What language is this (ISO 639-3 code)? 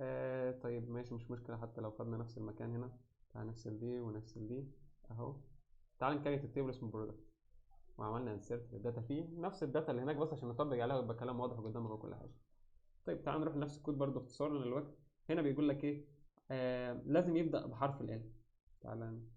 arz